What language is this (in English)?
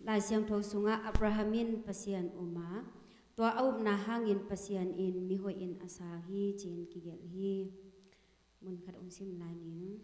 Tedim Chin